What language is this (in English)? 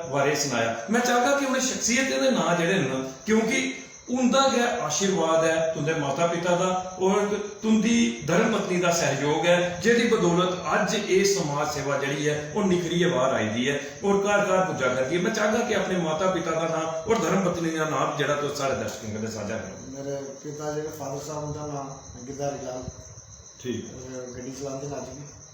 Dogri